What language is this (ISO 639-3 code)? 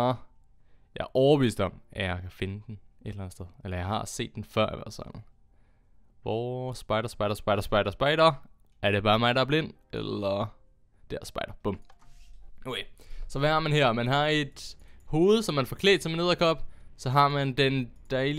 dan